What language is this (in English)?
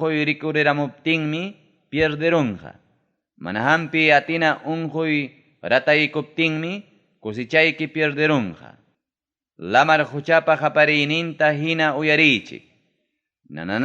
Ayacucho Quechua